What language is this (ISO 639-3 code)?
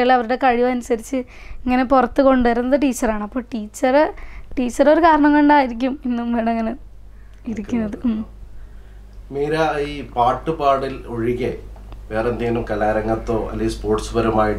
mal